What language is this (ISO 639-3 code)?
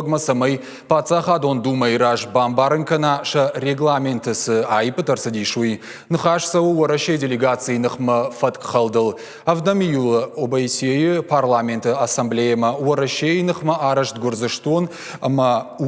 oss